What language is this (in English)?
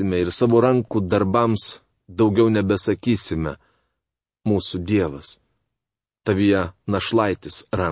Lithuanian